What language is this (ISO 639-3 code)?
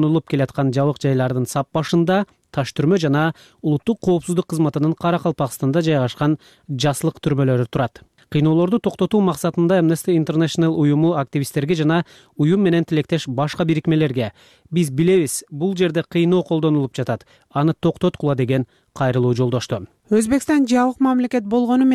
kir